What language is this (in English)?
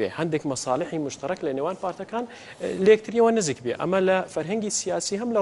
Central Kurdish